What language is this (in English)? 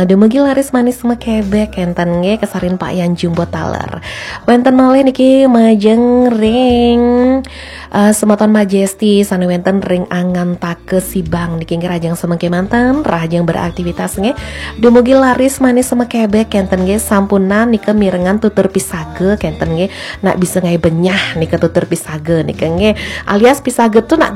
Balinese